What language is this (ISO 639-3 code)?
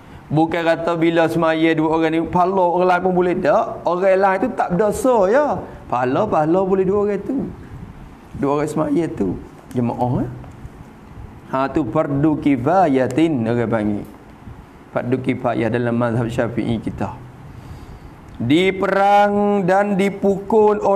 msa